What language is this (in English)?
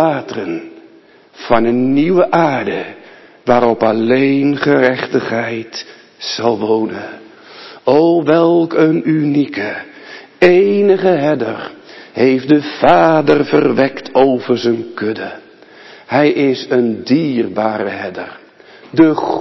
Dutch